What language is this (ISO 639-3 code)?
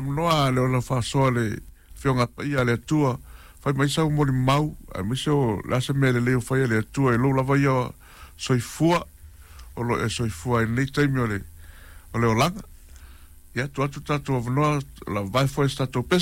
smo